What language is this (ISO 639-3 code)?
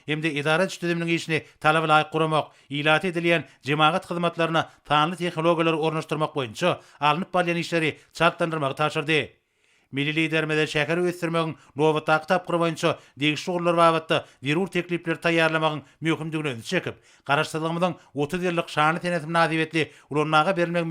tuk